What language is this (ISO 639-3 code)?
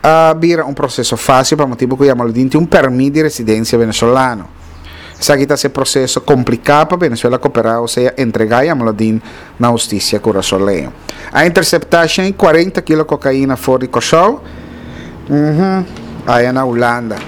pap